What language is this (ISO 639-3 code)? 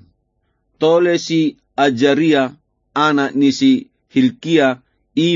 bbc